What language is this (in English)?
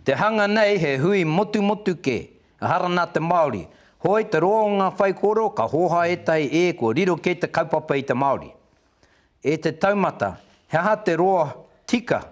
Māori